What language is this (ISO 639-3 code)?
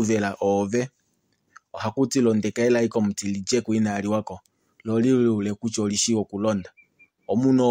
kua